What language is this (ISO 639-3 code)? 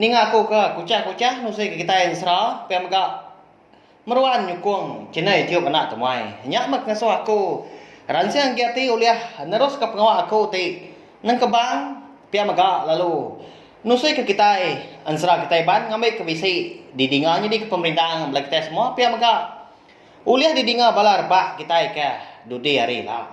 iba